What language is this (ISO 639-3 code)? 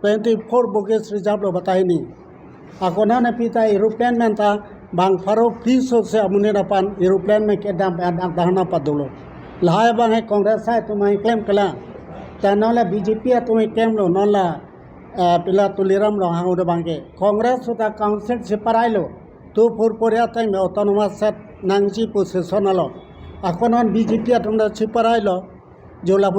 mjw